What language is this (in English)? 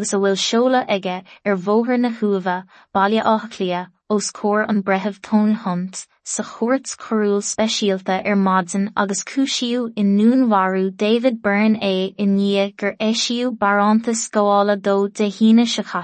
Irish